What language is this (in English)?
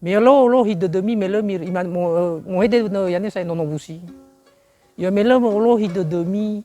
Nias